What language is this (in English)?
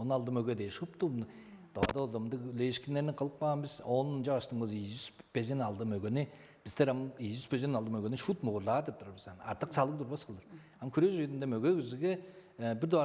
Tuvinian